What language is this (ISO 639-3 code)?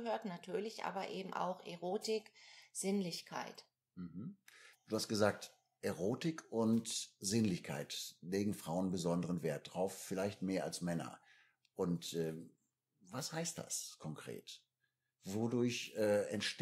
deu